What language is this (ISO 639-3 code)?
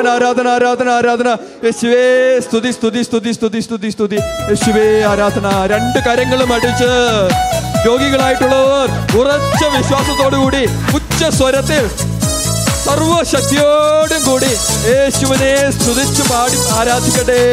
mal